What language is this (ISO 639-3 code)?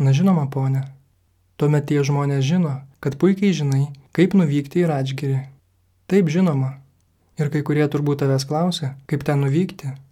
lit